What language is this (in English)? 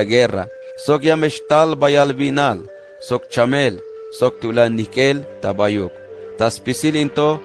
Tzeltal